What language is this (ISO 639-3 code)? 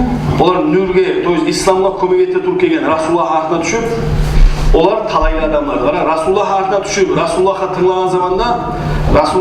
kum